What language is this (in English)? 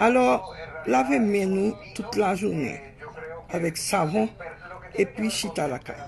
Haitian Creole